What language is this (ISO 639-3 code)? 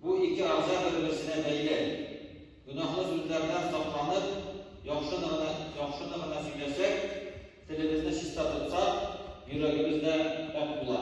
tat